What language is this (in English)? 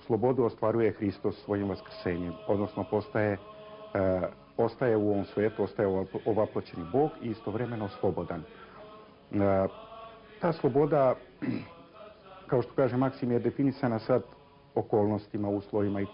Serbian